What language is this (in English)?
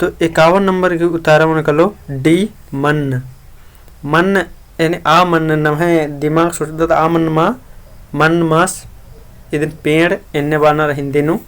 Kurukh